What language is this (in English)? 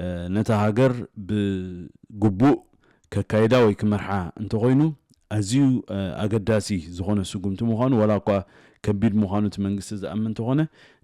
Tigrinya